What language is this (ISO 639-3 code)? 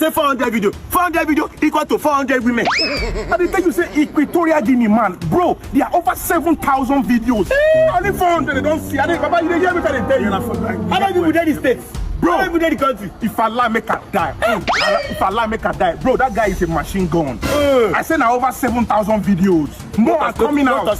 pcm